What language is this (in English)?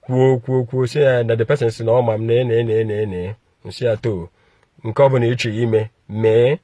Igbo